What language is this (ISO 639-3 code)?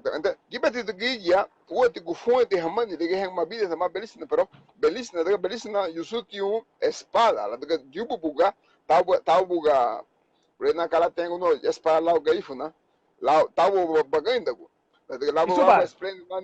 cab